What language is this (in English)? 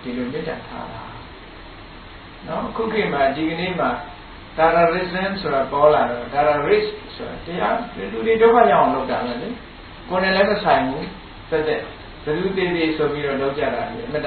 Burmese